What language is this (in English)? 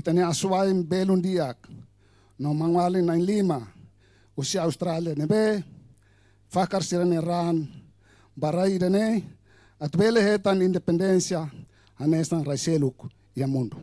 Tetum